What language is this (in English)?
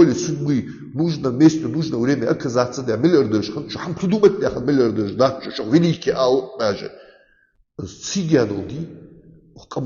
Ingush